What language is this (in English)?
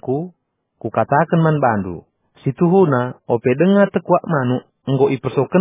Batak Karo